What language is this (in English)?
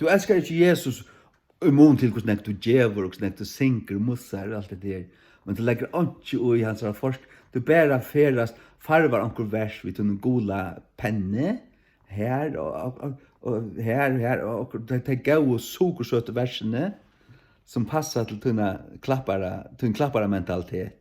Faroese